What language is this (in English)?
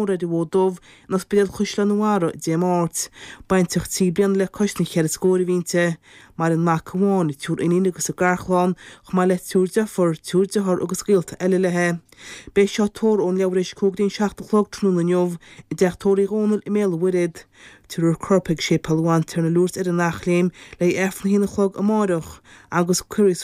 Irish